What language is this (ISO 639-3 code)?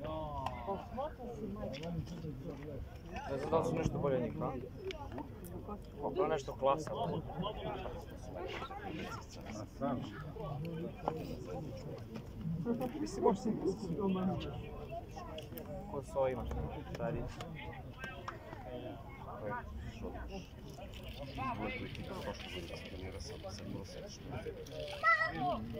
srp